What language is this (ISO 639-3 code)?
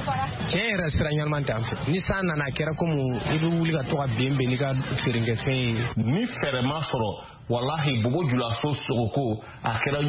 bam